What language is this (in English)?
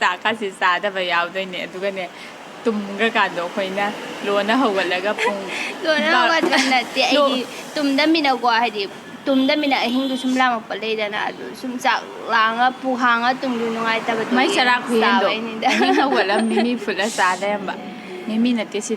Manipuri